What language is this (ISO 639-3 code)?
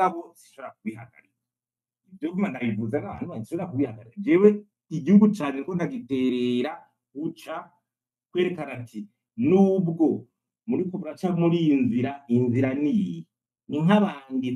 run